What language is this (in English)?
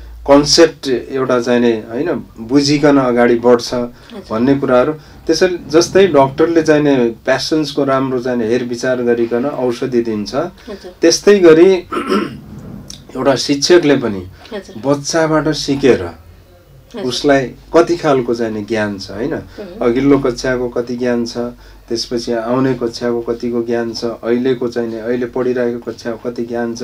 Nepali